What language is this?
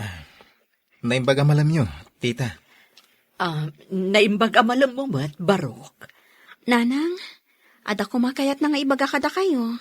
Iloko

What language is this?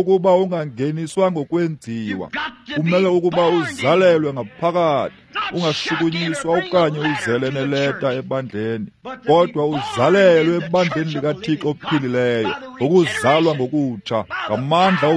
Xhosa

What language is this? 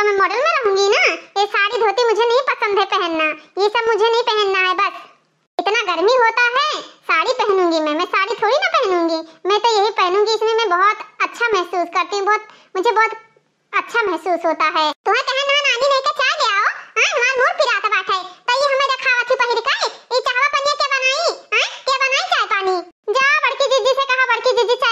Awadhi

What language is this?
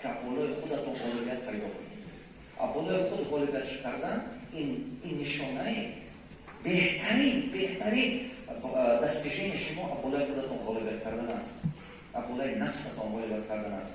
Tajik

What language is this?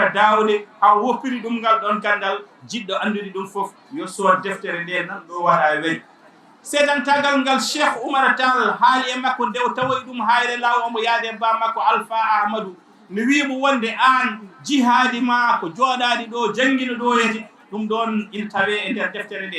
Fula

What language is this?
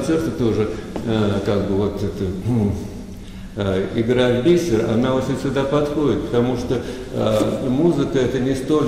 Russian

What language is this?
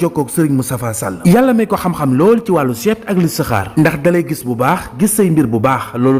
Wolof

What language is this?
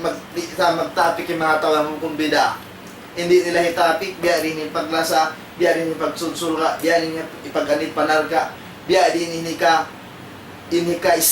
Tausug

